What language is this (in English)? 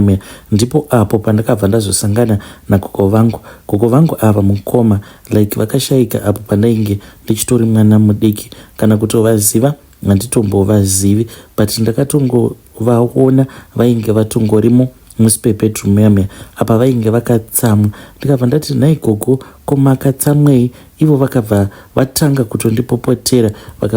Shona